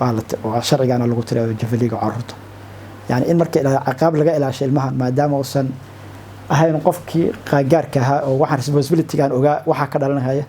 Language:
Somali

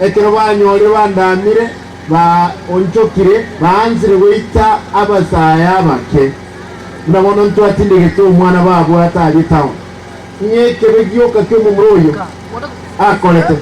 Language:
Gusii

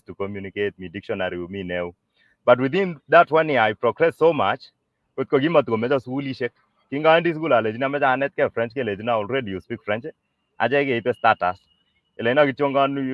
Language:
Kalenjin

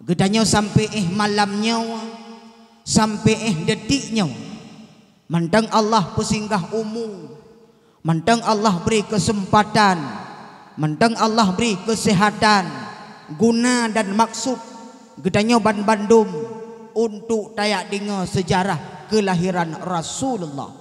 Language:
Achinese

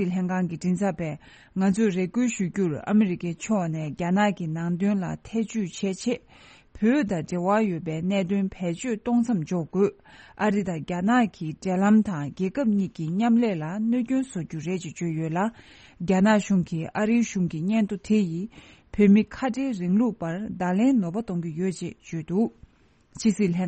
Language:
Tibetan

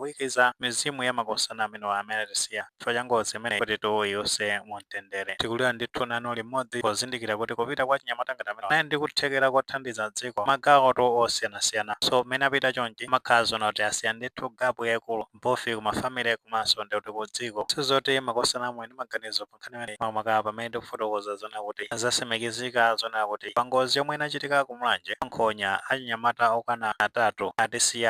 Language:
Nyanja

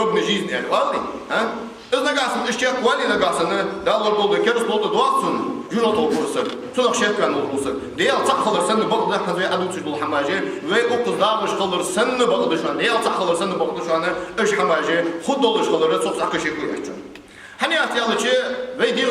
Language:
Ingush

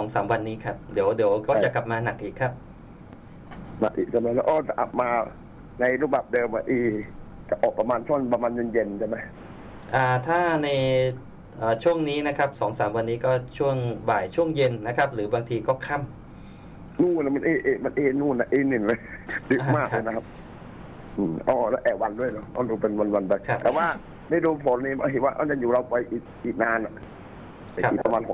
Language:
Thai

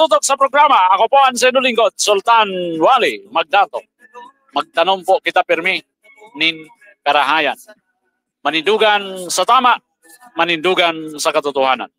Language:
Bikol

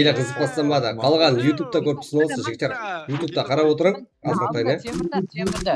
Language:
Kara-Kalpak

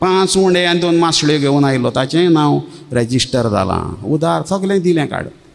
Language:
Konkani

